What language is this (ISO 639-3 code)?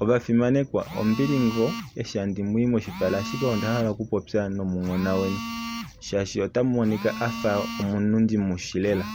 kua